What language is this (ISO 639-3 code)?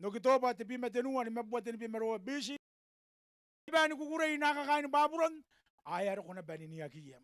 gil